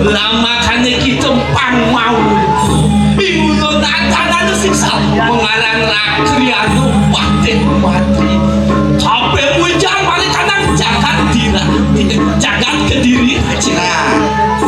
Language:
Balinese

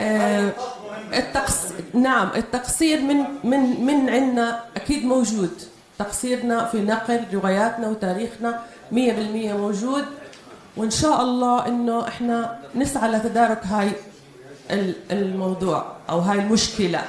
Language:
North Levantine Arabic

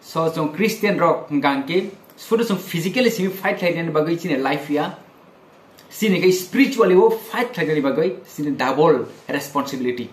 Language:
Kok Borok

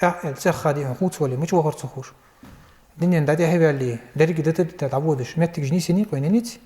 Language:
Ingush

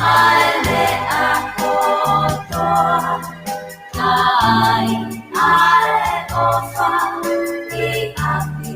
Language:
Tongan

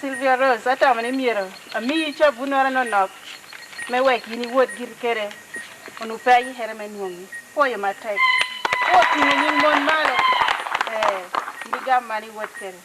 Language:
Lango (Uganda)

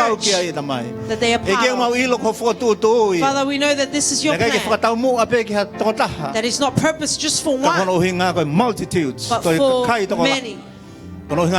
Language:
Tongan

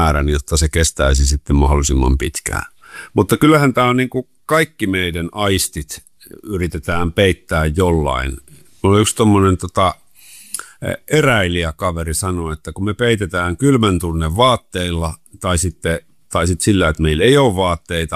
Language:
Finnish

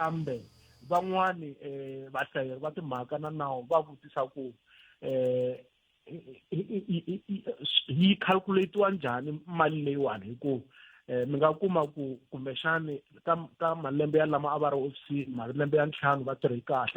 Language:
Tsonga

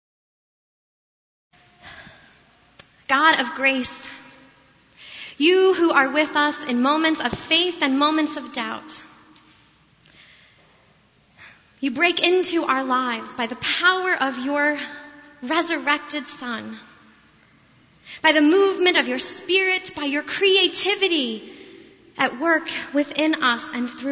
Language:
English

